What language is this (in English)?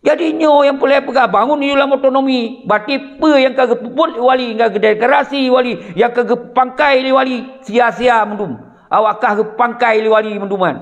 Achinese